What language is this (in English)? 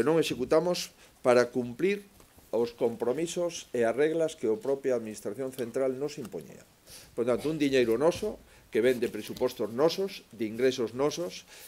Galician